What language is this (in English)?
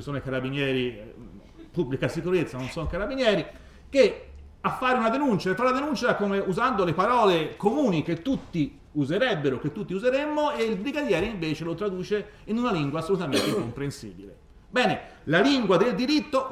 Italian